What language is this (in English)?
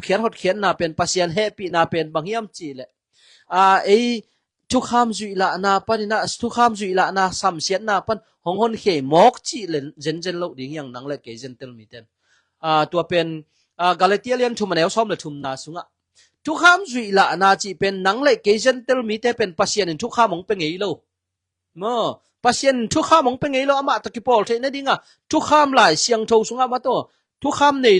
Tedim Chin